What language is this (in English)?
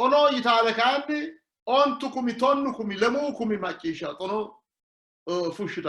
Sidamo